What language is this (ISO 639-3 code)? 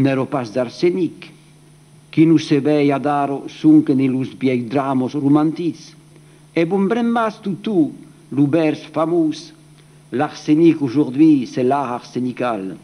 oci